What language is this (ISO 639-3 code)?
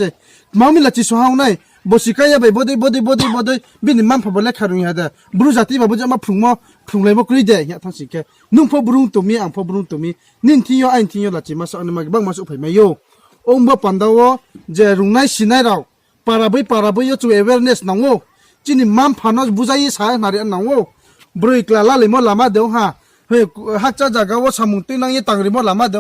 ria